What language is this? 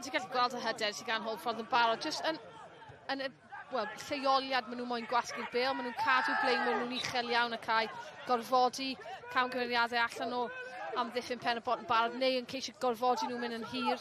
Welsh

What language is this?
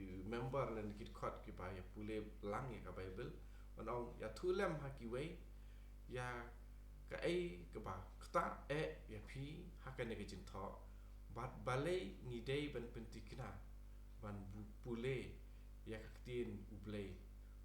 Khasi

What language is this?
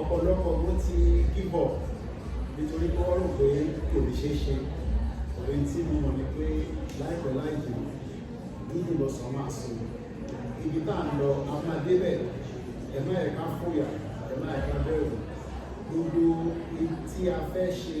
Yoruba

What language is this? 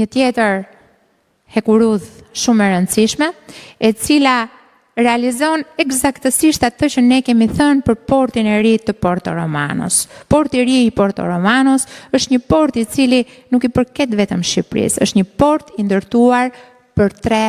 Albanian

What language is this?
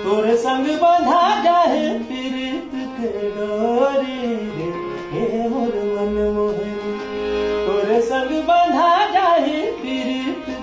Chhattisgarhi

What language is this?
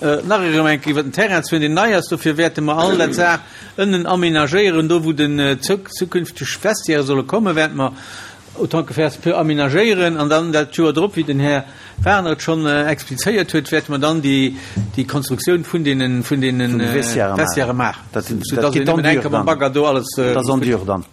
Luxembourgish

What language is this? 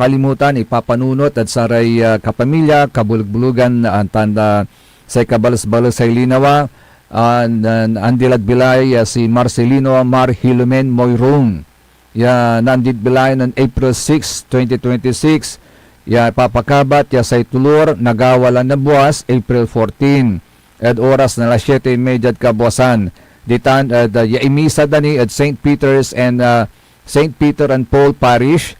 Pangasinan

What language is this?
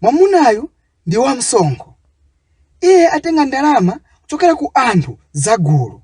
Nyanja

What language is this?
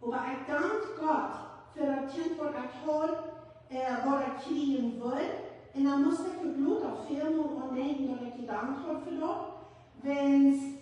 Plautdietsch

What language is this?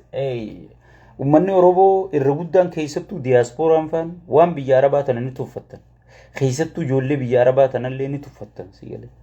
Oromo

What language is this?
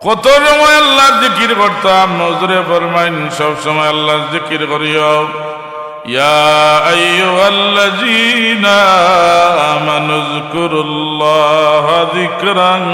Sylheti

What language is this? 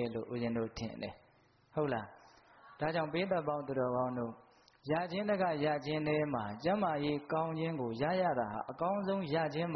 Burmese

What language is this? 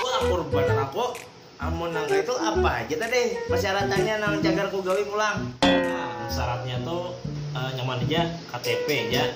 Banjar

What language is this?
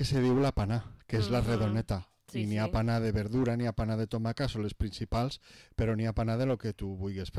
Catalan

